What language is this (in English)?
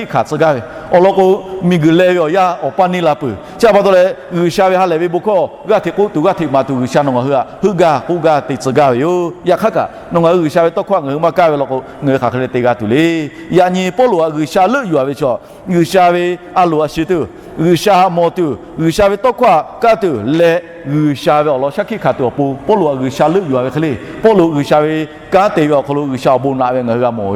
Lahu